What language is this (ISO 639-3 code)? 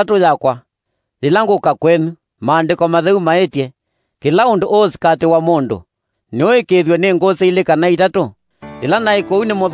kam